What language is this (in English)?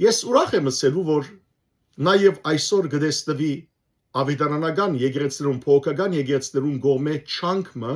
Western Armenian